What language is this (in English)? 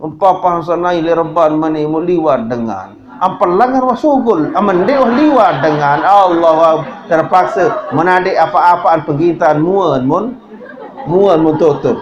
Sasak